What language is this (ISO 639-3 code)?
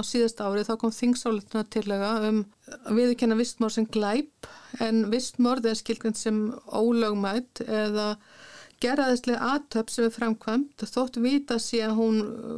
isl